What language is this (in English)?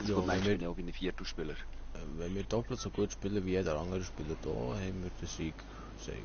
Swiss German